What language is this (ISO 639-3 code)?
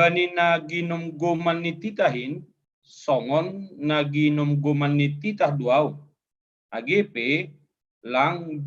bts